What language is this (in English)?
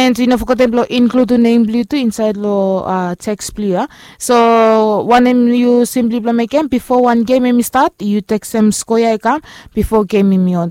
Bislama